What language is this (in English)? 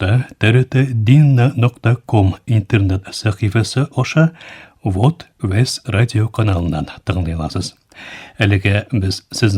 Tatar